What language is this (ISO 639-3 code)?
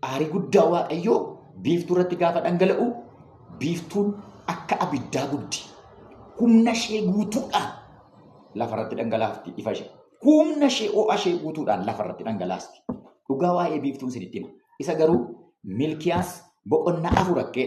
orm